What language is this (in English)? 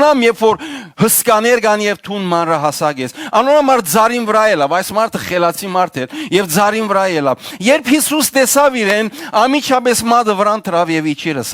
Western Armenian